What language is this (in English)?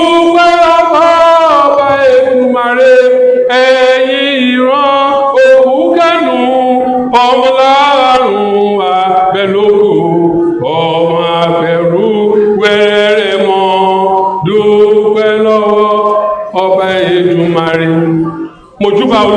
Yoruba